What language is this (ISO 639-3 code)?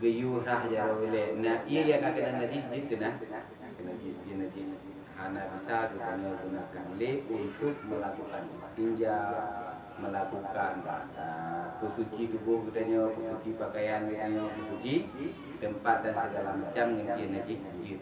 ace